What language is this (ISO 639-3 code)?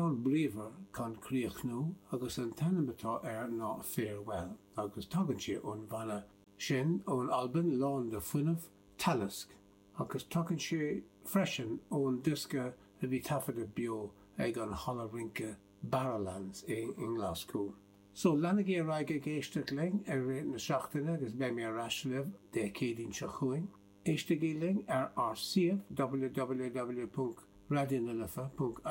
gle